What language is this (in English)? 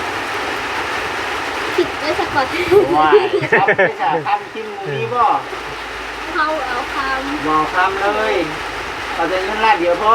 Northeastern Thai